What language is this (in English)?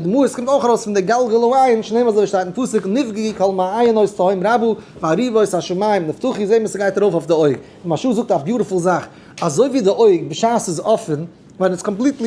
Yiddish